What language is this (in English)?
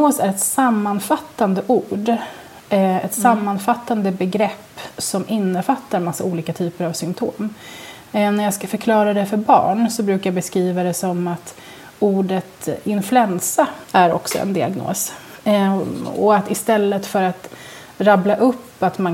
Swedish